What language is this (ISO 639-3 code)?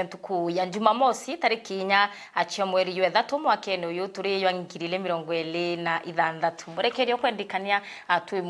mer